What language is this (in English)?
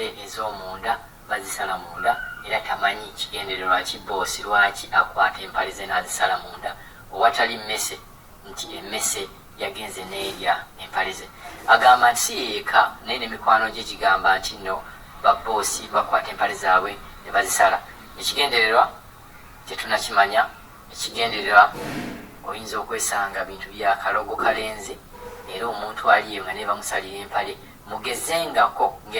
Ganda